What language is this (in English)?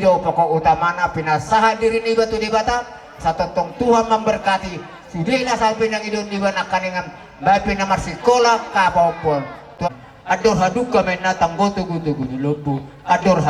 Batak Toba